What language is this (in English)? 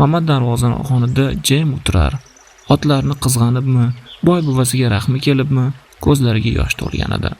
Uzbek